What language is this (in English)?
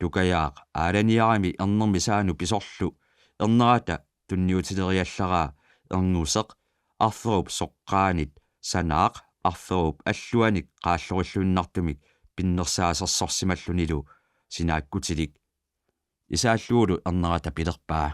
Kalaallisut